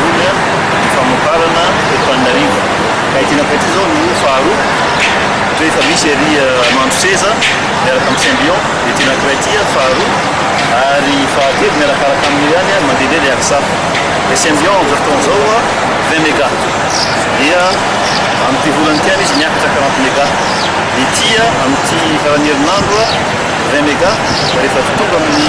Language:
Malagasy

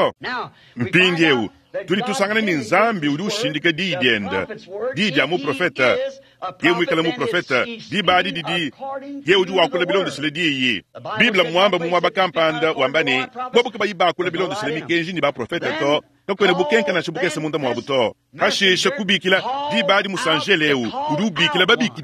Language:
Luba-Lulua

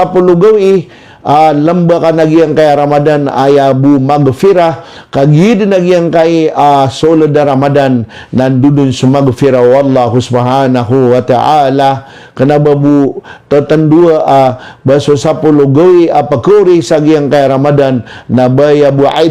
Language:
Maranao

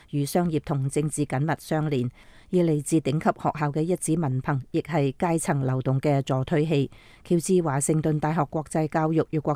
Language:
Cantonese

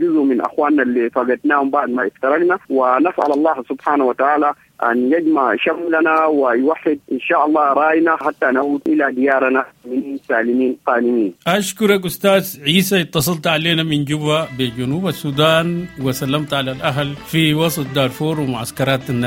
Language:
Sudanese Arabic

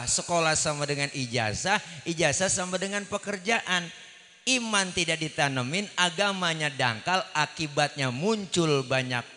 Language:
Betawi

